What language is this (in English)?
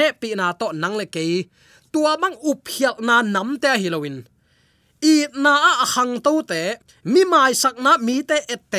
Tedim Chin